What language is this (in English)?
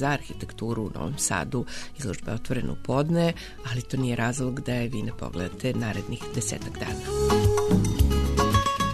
Serbian